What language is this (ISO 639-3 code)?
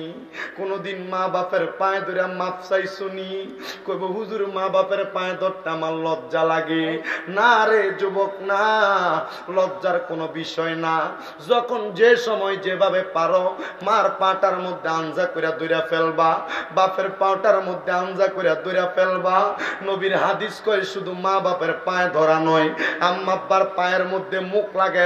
ben